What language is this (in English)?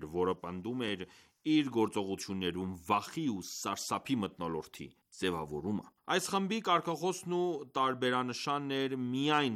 Armenian